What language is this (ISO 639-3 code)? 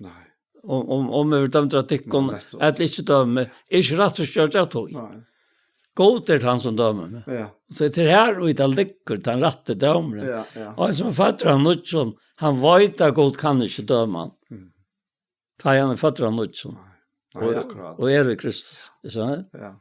fao